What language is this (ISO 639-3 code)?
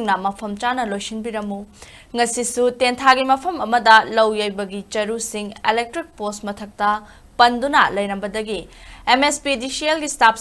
mni